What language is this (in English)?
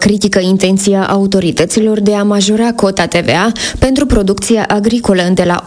Romanian